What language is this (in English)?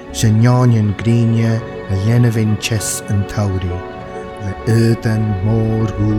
Scottish Gaelic